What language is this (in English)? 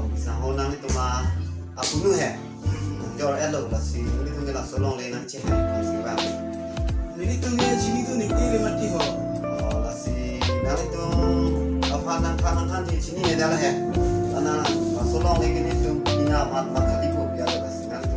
Karbi